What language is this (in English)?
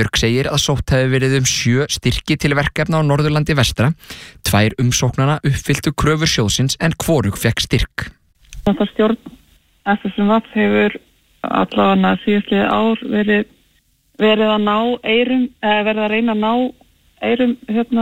Icelandic